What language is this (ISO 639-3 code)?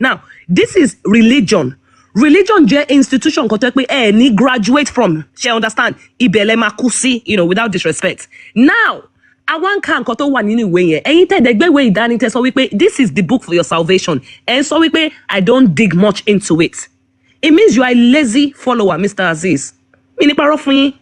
yor